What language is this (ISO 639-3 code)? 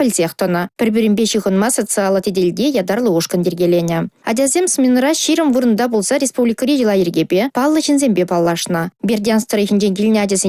chv